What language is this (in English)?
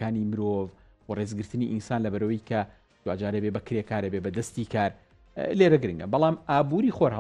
Central Kurdish